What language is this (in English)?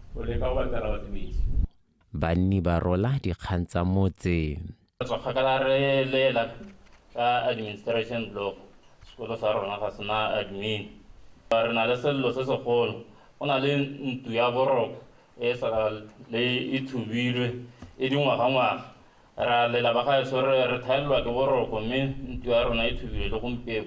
Tswana